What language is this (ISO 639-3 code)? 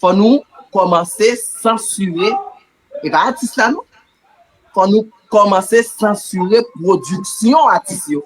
hat